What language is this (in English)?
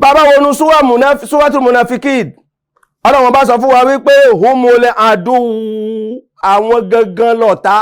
Yoruba